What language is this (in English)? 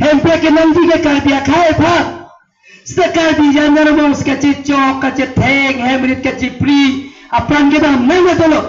Karbi